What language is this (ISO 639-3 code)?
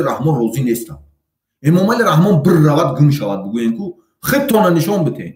tgk